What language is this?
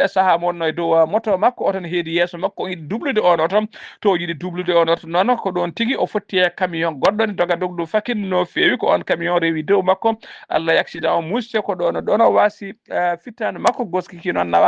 Fula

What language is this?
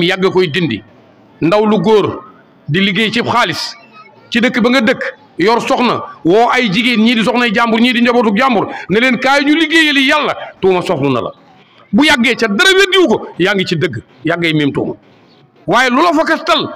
Wolof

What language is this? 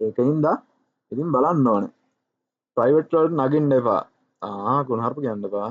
Sinhala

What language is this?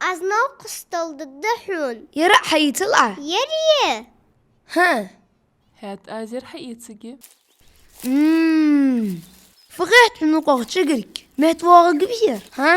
Ingush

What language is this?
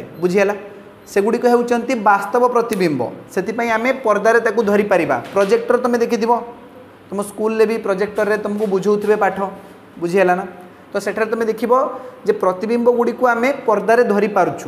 Odia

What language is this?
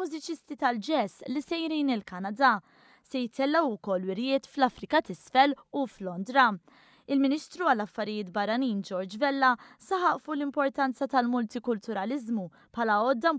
Maltese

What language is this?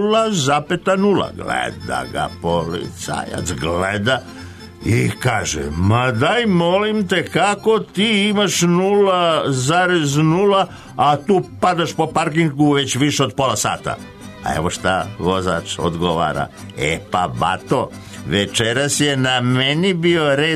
Serbian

